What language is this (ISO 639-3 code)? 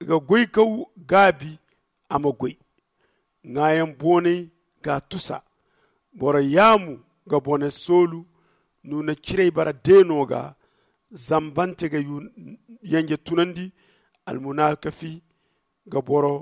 dje